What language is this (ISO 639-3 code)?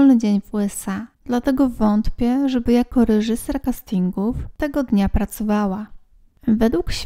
pol